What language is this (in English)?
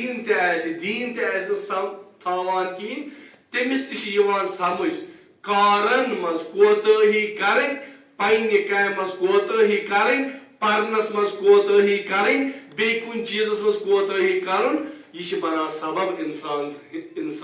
Kashmiri